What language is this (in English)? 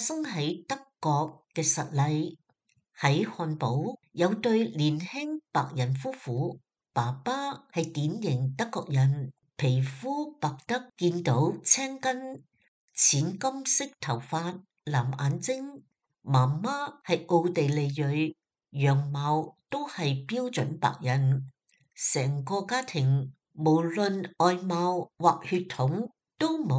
Cantonese